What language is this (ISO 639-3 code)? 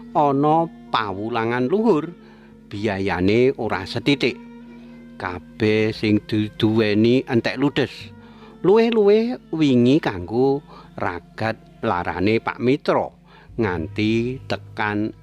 jav